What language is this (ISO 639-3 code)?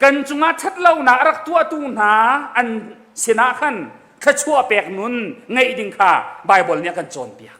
cnh